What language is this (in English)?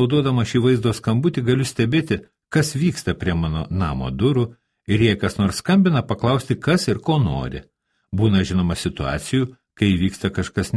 Lithuanian